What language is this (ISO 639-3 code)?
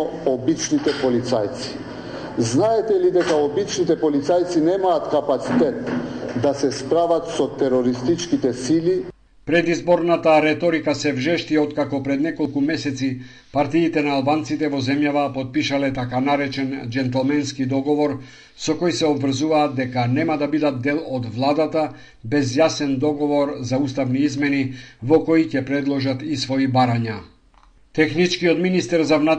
mkd